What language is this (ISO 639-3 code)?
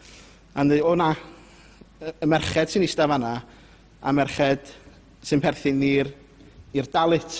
cym